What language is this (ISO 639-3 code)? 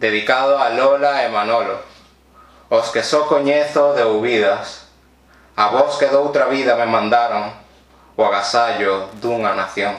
glg